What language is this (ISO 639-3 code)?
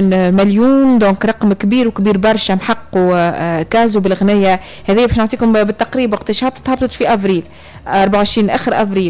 aeb